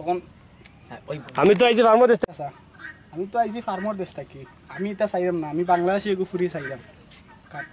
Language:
Sylheti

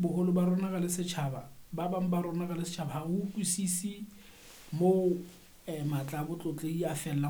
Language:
Southern Sotho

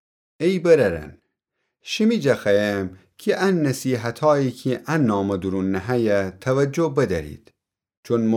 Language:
Gilaki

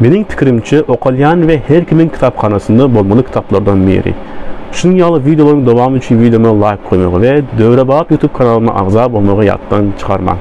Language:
Turkmen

